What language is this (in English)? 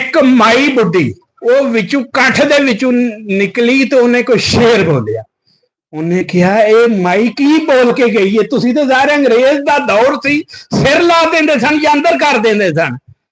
Western Panjabi